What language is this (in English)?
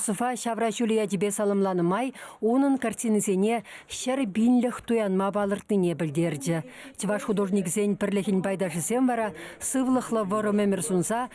Chuvash